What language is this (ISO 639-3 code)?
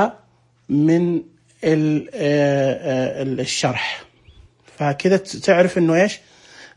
ars